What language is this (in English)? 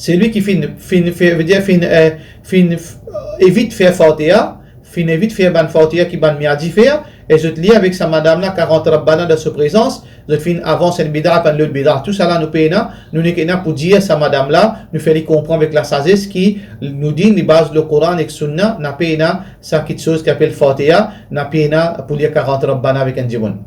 Morisyen